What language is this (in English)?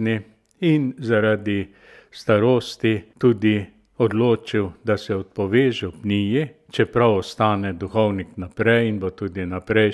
Slovenian